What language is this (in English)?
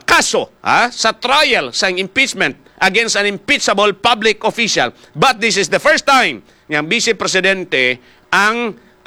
Hiligaynon